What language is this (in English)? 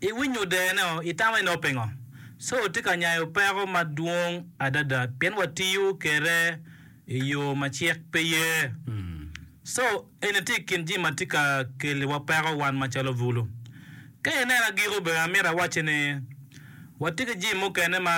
Acoli